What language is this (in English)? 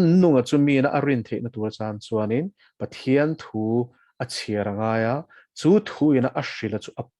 Mizo